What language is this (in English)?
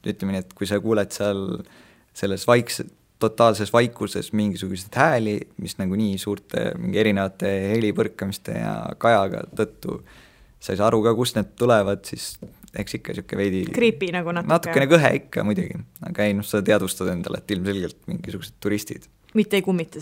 Estonian